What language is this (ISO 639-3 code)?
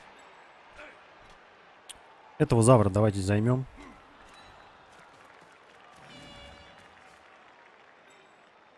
rus